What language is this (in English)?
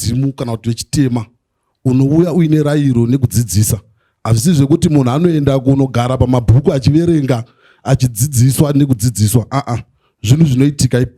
Shona